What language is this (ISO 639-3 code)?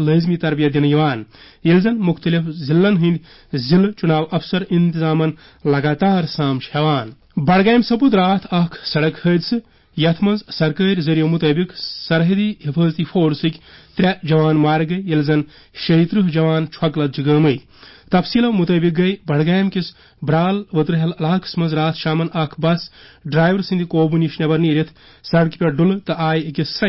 kas